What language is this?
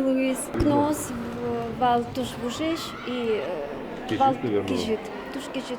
Udmurt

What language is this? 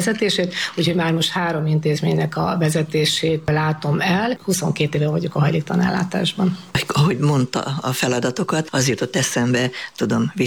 Hungarian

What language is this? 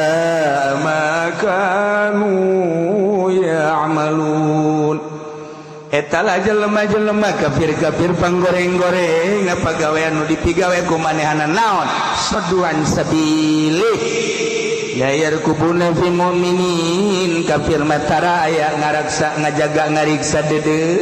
Sundanese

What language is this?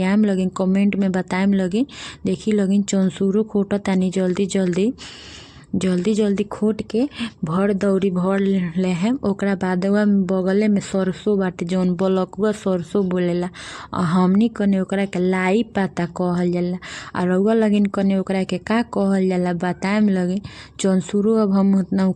Bhojpuri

